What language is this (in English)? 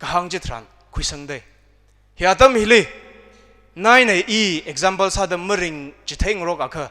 Tangkhul Naga (India)